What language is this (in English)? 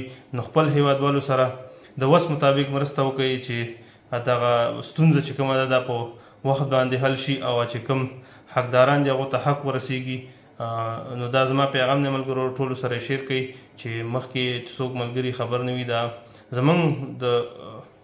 Pashto